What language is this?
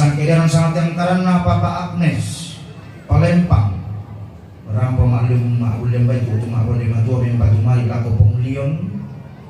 Toraja-Sa'dan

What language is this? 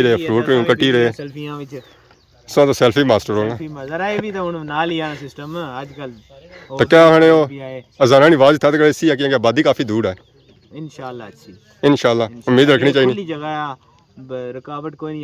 Pahari-Potwari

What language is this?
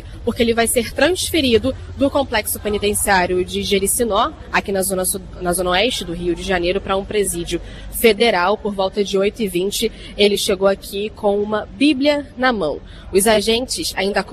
Portuguese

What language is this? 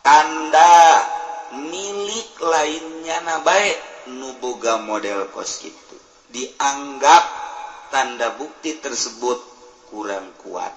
Sundanese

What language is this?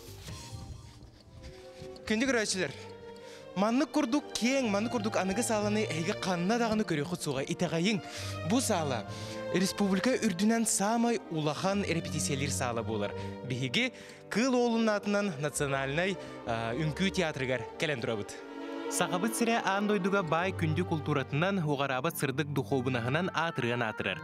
Yakut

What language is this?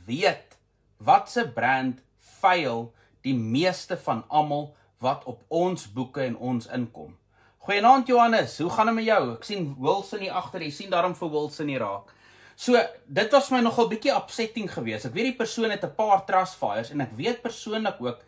Afrikaans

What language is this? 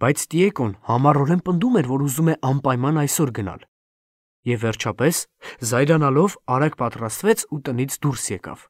Armenian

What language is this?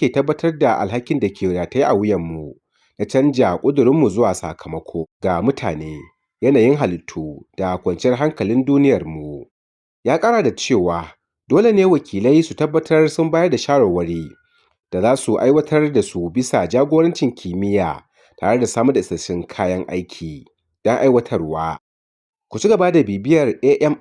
Hausa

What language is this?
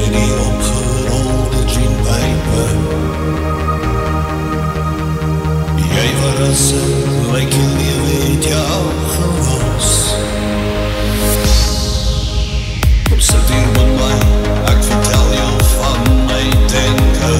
Afrikaans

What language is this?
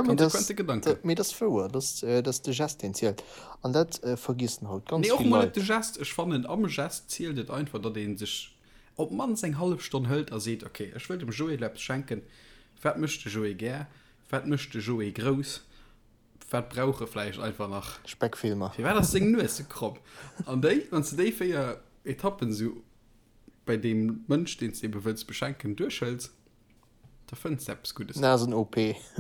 Luxembourgish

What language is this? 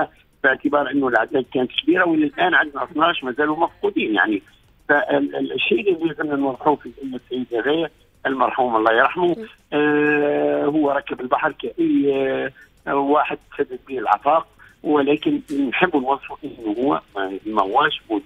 Tunisian Arabic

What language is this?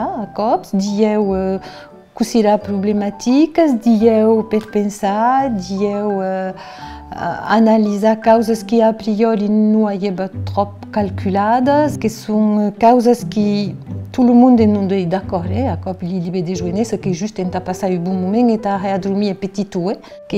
Occitan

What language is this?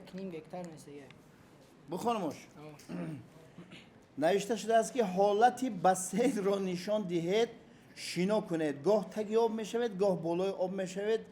Tajik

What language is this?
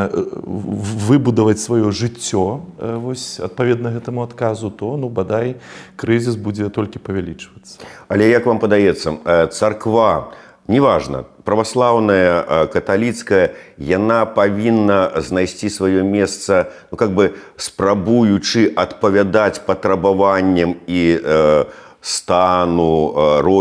Belarusian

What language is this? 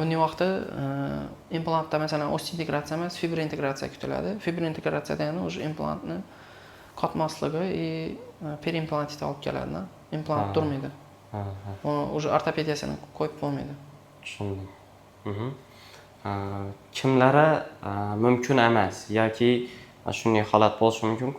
Uzbek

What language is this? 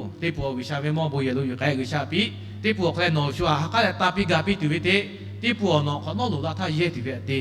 Lahu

